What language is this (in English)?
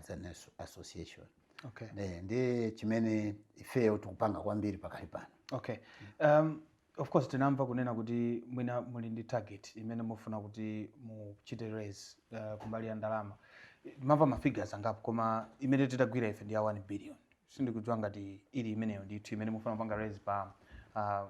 Nyanja